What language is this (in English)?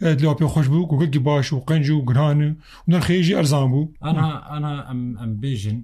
Kurdish